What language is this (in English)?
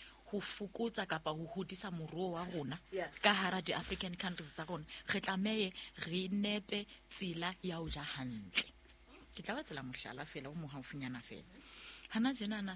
Southern Sotho